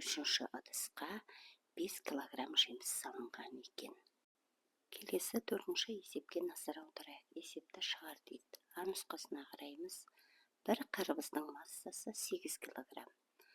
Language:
Kazakh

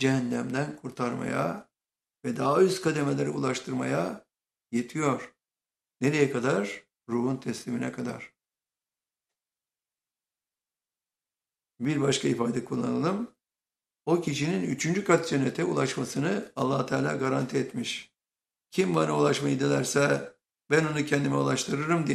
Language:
Turkish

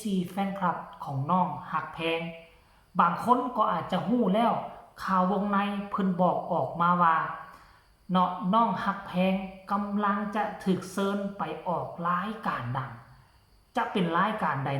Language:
Northeastern Thai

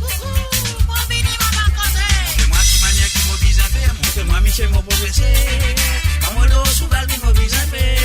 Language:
Morisyen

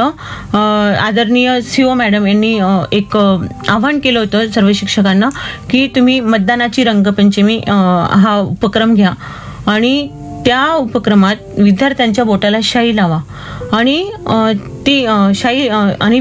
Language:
Marathi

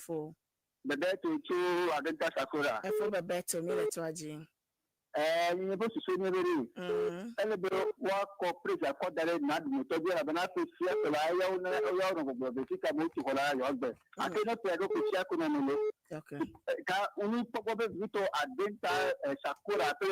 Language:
Ewe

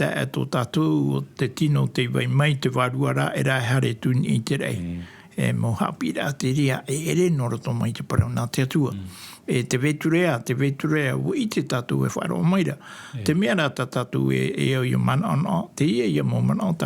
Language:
Tahitian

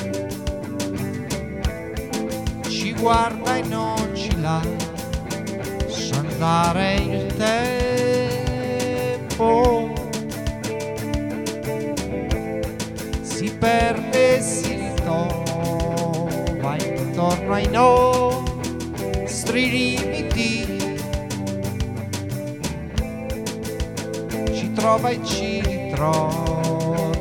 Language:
Italian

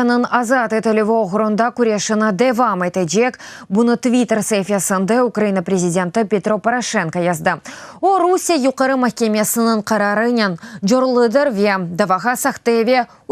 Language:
Crimean Tatar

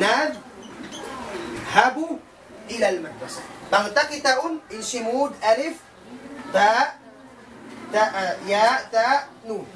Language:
Tausug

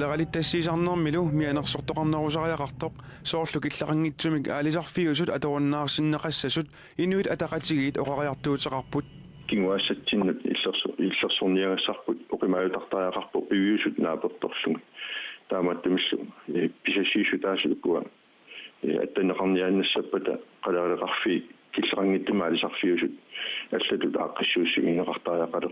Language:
Kalaallisut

